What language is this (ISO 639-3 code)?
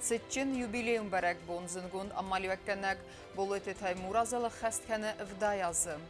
oss